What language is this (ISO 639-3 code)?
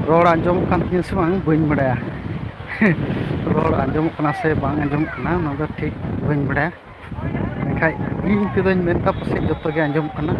sat